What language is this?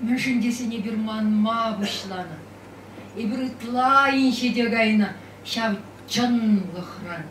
Chuvash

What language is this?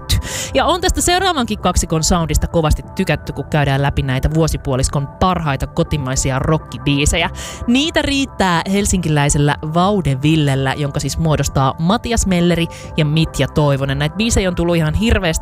Finnish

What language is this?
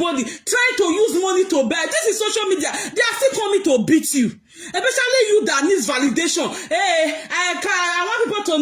Nigerian Pidgin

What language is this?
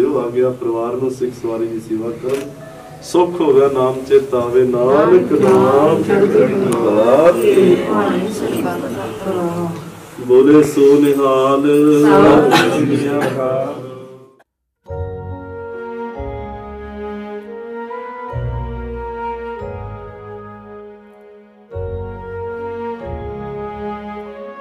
Punjabi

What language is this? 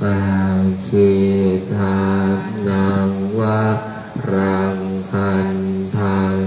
Pali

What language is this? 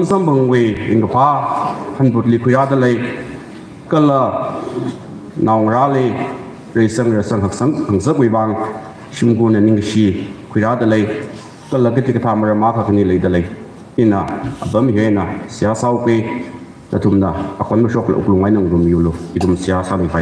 Tangkhul Naga (India)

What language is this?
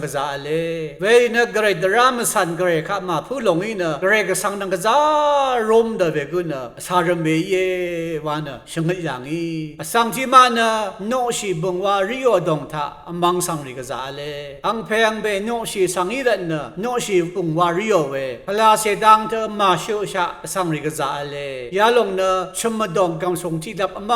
Rawang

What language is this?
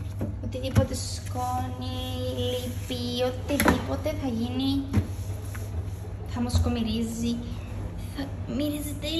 Greek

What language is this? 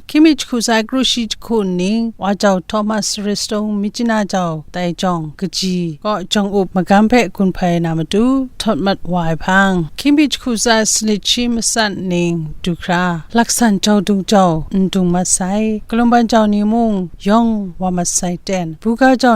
Kachin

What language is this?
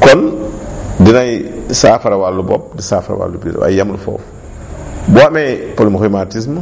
Wolof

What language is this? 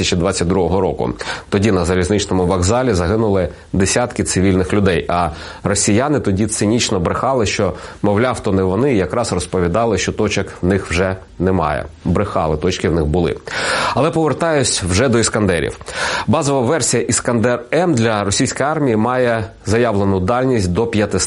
Ukrainian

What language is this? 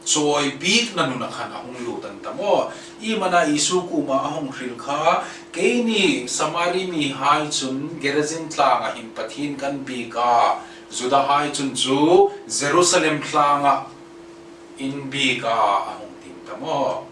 Hmar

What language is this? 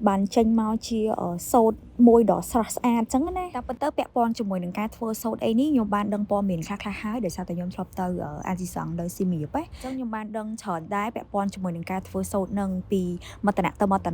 Khmer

